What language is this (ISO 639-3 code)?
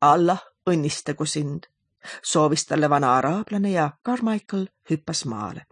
est